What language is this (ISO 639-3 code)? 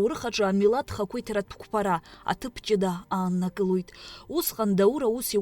abk